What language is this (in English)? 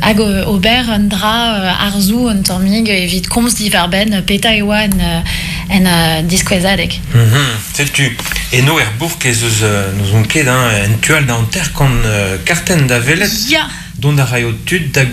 Breton